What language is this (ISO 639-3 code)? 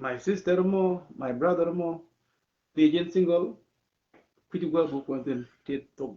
nus